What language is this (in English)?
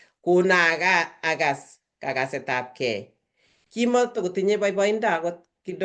Kalenjin